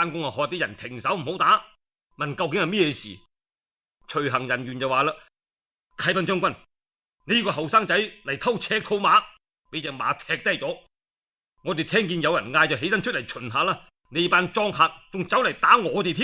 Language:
Cantonese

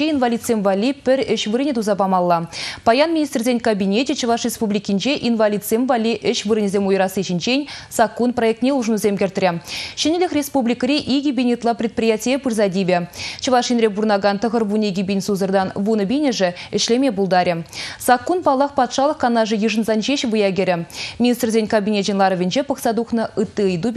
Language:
Chuvash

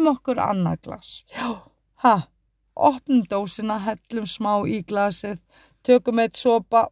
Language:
Icelandic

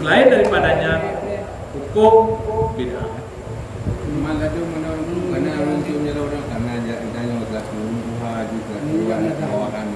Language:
Achinese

